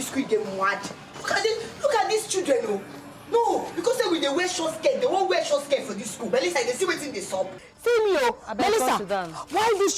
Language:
Nigerian Pidgin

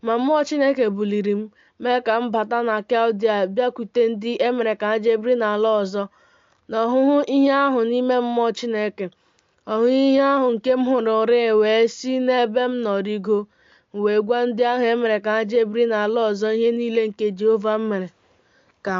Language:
Igbo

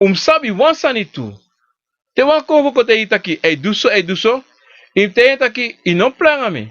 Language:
Sranan Tongo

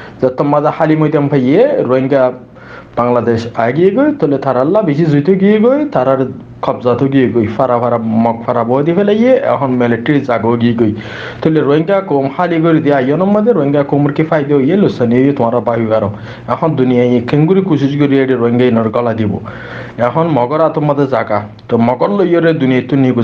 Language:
Rohingya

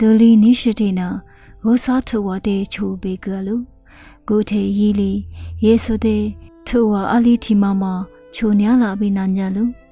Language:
Lisu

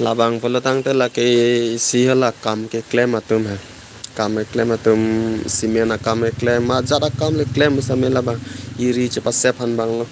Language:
Karbi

